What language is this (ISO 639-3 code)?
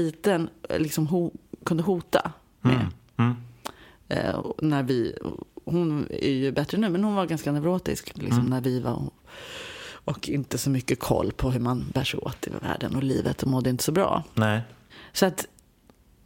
swe